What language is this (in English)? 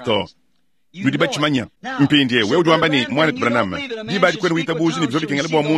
Luba-Lulua